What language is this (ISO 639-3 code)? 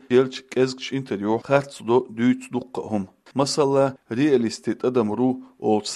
che